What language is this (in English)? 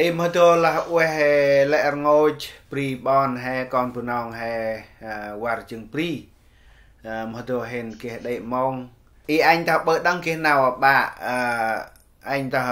Central Mnong